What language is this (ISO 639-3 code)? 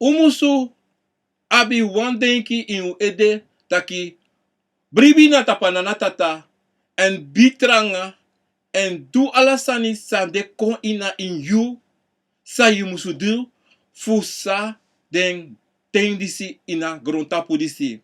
srn